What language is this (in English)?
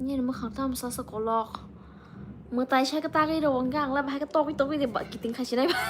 Kok Borok